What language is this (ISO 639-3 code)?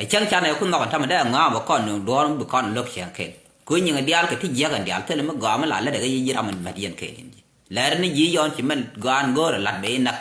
nus